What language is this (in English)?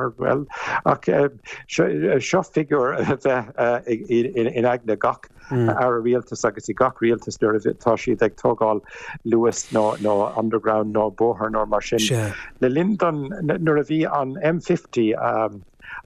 Irish